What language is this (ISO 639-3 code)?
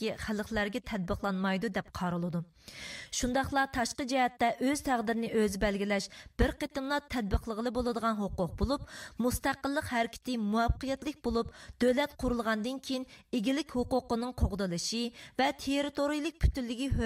uig